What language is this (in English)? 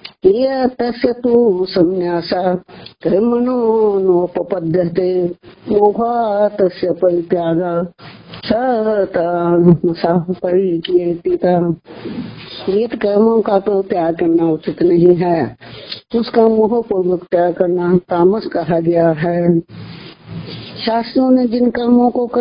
Hindi